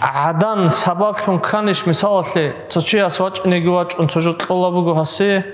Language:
Avaric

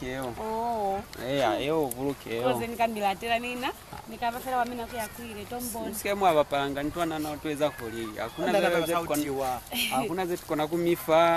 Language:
Lozi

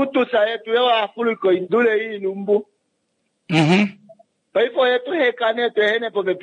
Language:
Kuanyama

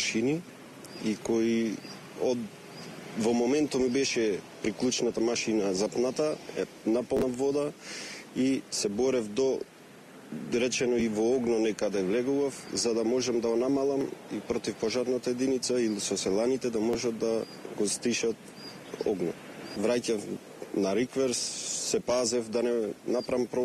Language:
Macedonian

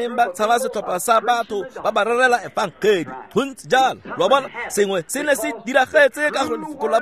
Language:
Tswana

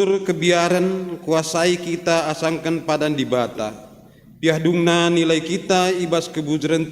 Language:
Batak Karo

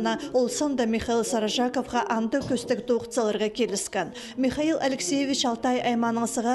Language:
Khakas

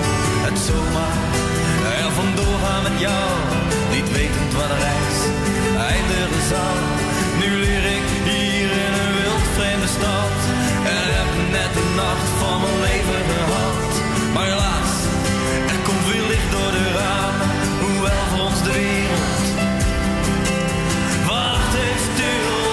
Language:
Dutch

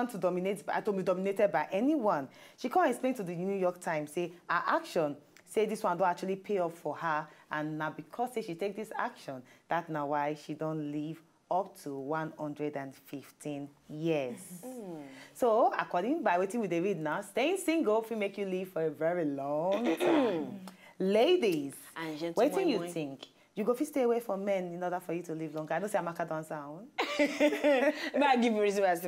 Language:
Nigerian Pidgin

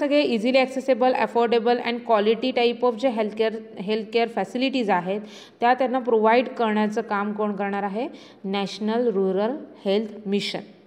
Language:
Marathi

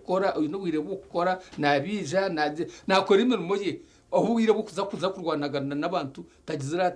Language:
Nyankole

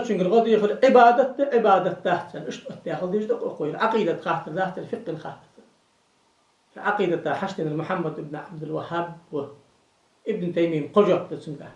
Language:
Ingush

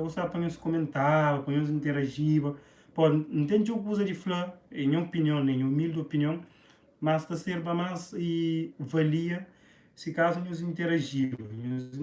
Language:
Kabuverdianu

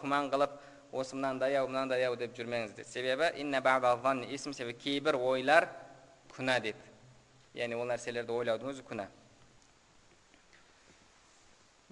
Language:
Kazakh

